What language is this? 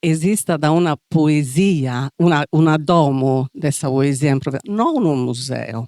Sardinian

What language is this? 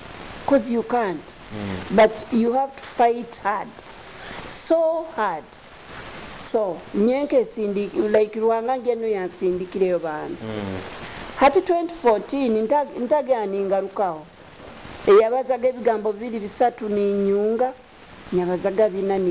Nyoro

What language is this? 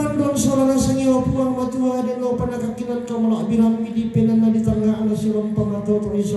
Toraja-Sa'dan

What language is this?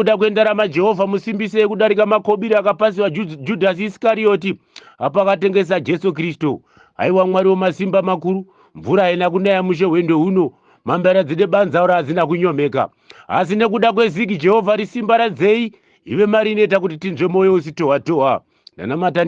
Shona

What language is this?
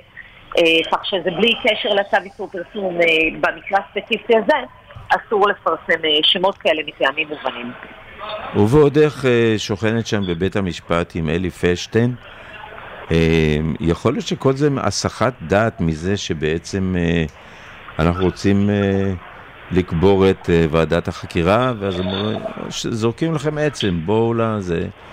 Hebrew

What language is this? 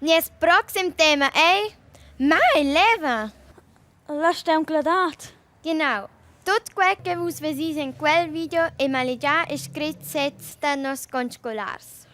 Romansh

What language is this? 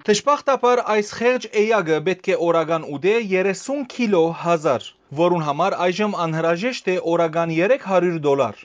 Western Armenian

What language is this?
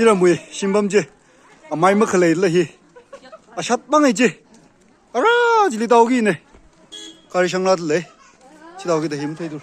Tangkhul Naga (India)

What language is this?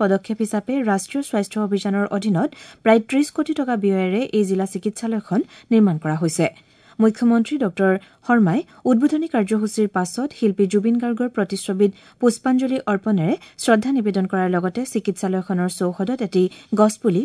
Assamese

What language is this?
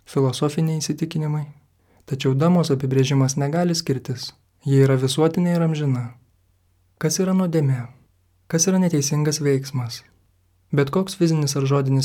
Lithuanian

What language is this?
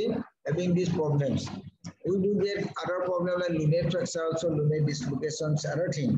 English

